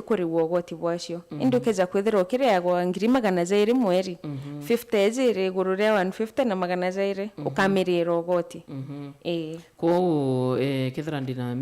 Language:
Meru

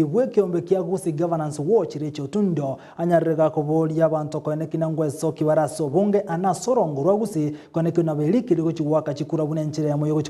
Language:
Gusii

